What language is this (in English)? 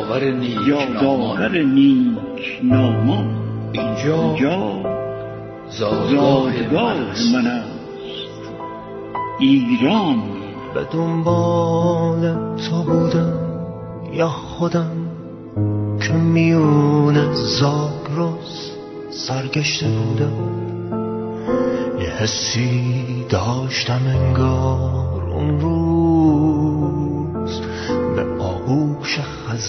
Persian